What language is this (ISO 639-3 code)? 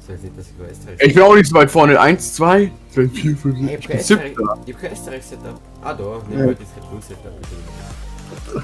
bar